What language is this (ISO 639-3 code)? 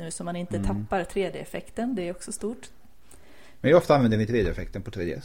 swe